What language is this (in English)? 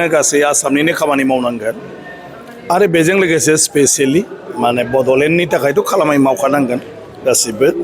Bodo